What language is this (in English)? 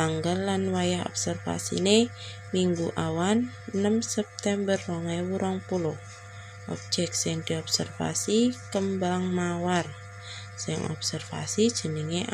Javanese